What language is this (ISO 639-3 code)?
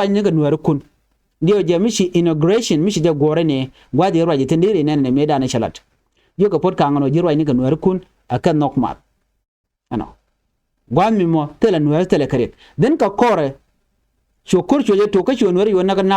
nus